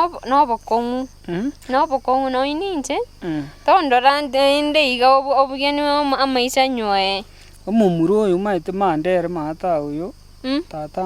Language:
Gusii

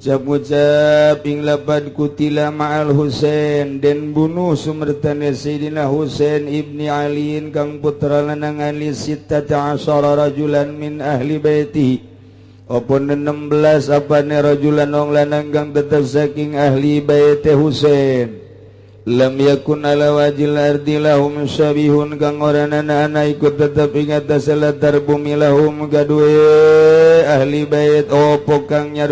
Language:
Sundanese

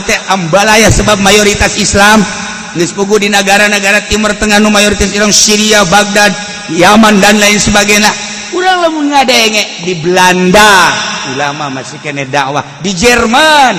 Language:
Sundanese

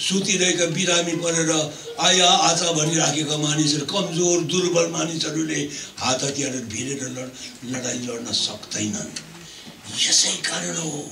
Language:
Nepali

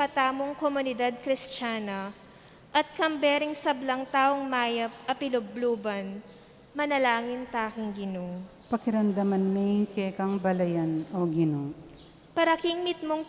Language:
Pampanga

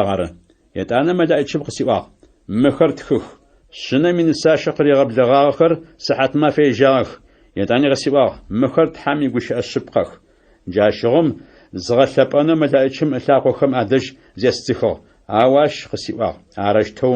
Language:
Adyghe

